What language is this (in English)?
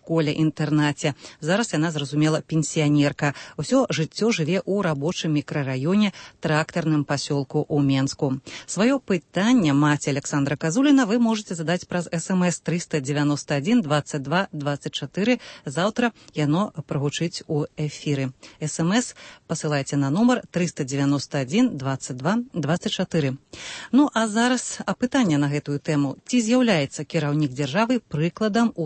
Belarusian